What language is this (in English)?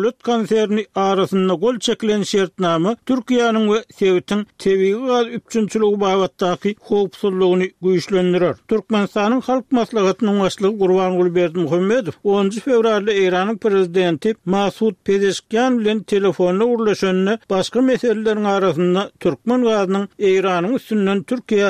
Turkmen